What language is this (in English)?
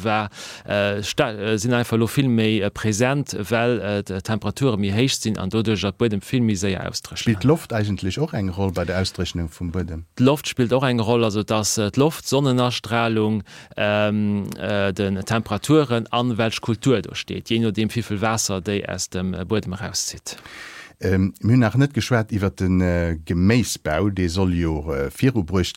Luxembourgish